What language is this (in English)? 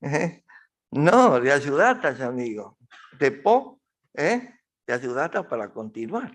Guarani